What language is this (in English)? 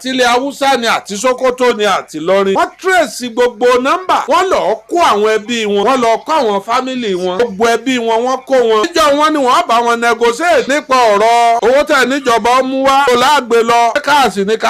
Yoruba